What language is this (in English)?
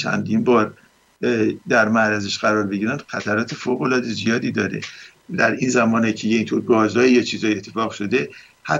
Persian